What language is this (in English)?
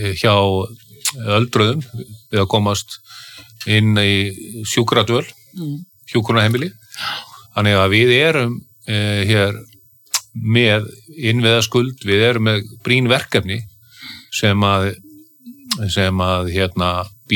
Icelandic